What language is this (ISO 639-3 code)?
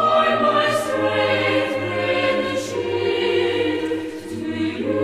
quh